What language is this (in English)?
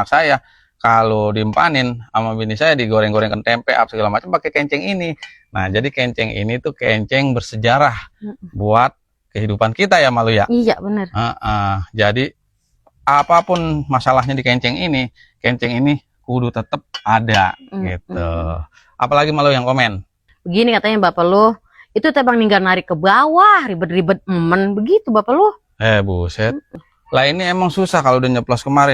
Betawi